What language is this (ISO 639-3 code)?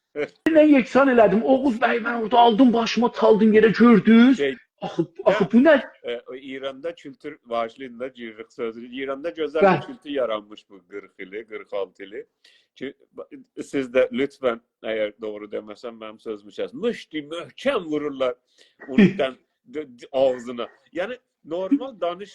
azb